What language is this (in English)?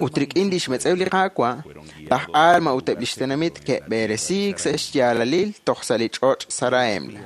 Kekchí